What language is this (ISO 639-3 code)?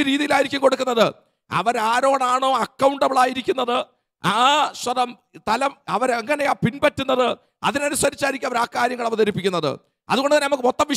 mal